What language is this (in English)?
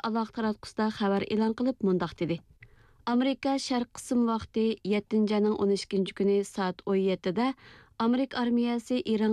Kyrgyz